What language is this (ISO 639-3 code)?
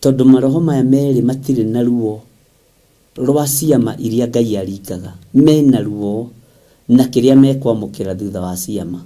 kik